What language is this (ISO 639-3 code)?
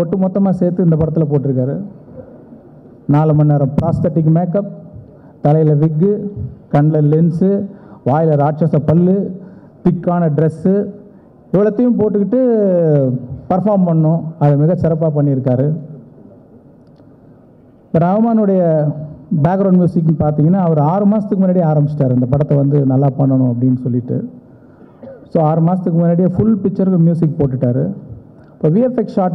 tam